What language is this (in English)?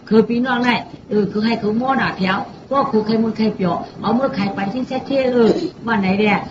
Shan